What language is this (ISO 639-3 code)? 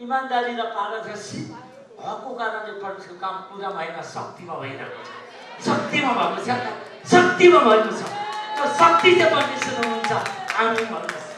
nep